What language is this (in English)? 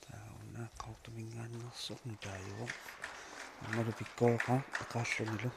Kalaallisut